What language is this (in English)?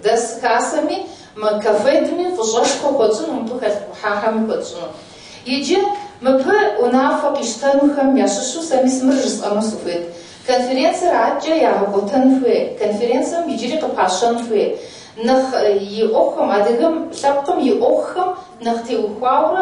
Kabardian